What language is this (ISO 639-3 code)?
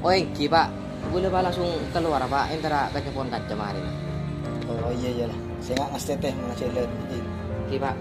mad